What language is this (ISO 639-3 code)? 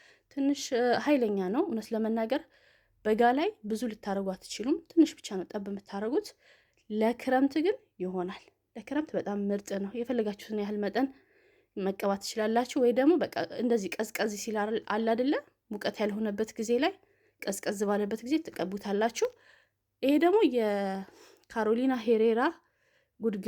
amh